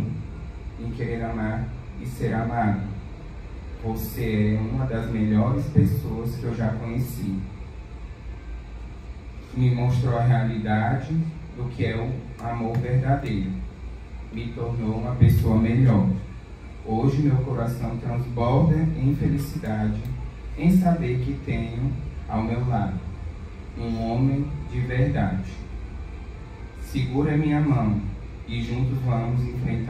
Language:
Portuguese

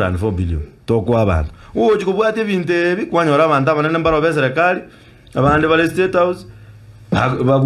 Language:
Gusii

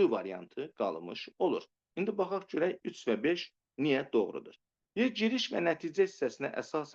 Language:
Azerbaijani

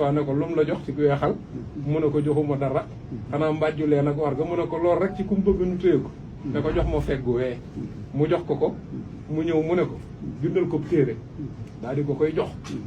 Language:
Wolof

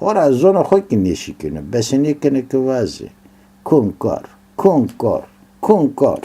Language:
Zaza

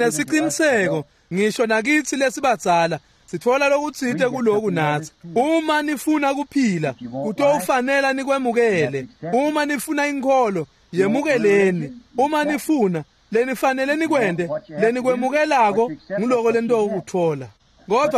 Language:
Swati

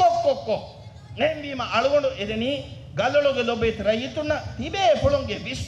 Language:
Divehi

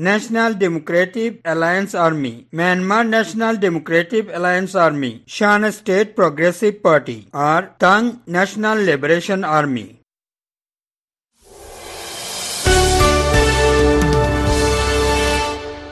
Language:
Bangla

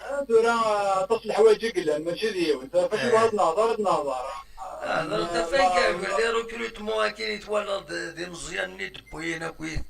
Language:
Kabyle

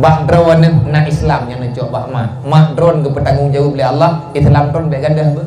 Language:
Achinese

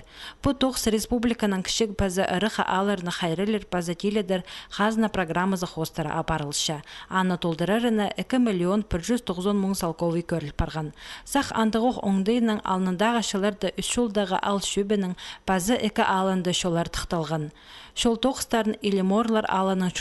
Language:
Khakas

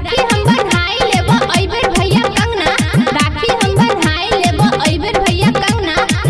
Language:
Maithili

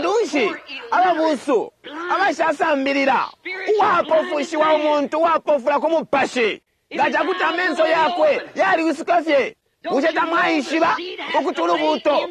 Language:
Bemba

